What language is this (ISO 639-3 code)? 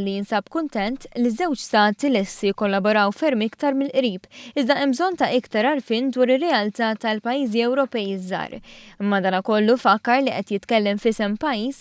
mlt